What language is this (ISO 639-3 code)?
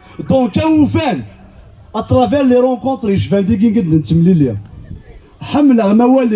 kab